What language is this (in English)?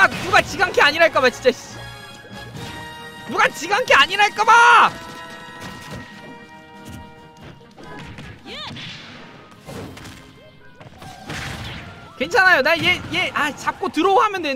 Korean